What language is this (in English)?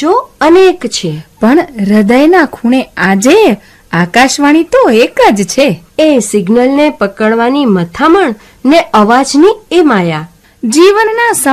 Gujarati